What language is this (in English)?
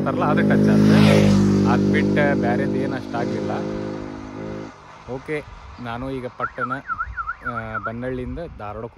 Kannada